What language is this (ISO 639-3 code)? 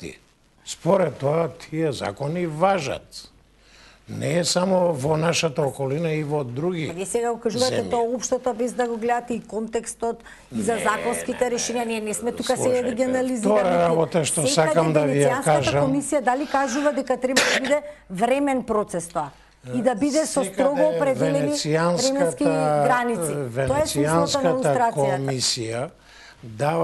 mkd